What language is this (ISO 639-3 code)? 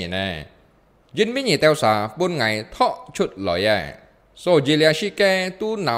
hak